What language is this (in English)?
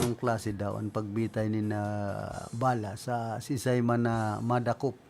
Bikol